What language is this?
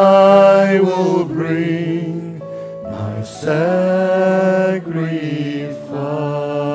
Afrikaans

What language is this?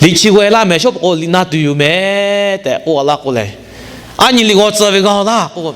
Lahu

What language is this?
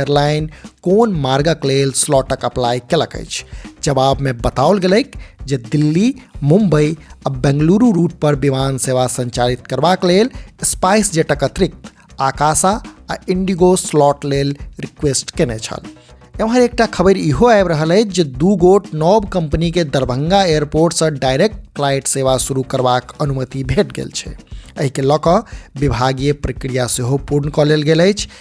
Maithili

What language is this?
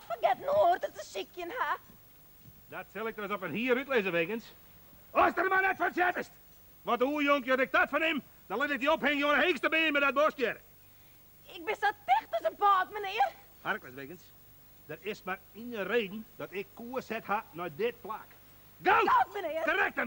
Western Frisian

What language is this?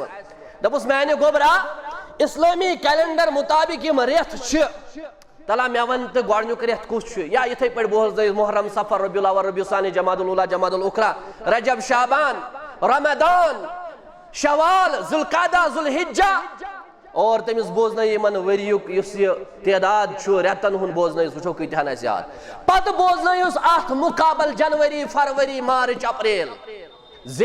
Kashmiri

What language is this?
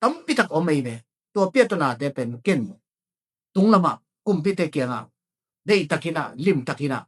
Tedim Chin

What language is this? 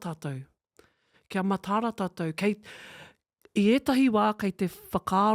Māori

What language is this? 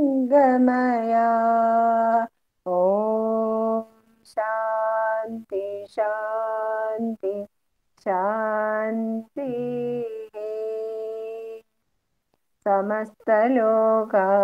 Malayalam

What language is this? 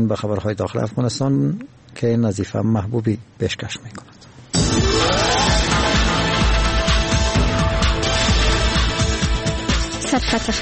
Persian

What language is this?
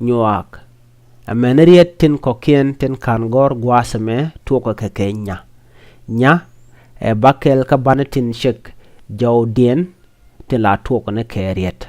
Nuer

